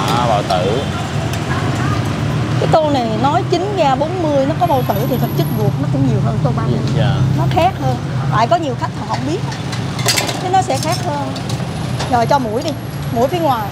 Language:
Vietnamese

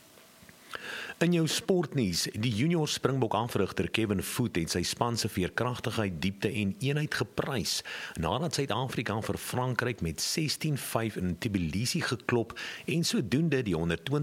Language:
Afrikaans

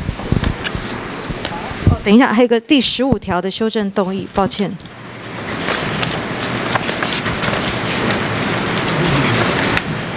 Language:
Chinese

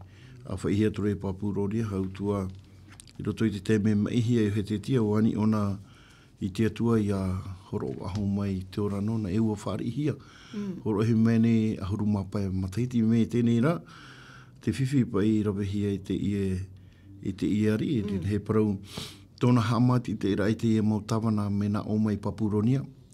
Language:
Tahitian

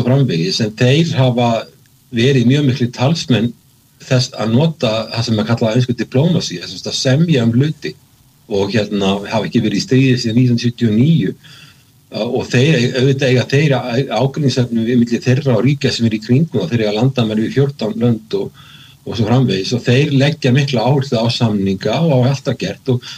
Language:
Icelandic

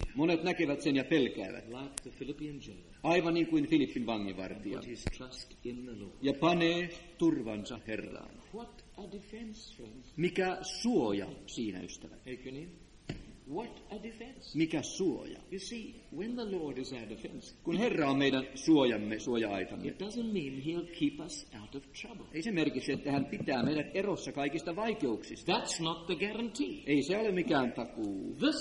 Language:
Finnish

